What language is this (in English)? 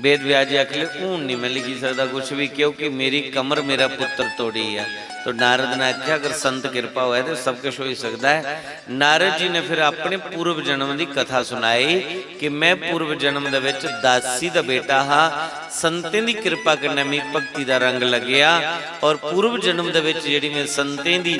Dogri